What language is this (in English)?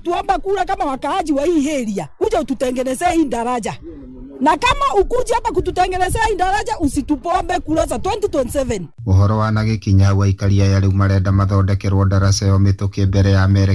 Kikuyu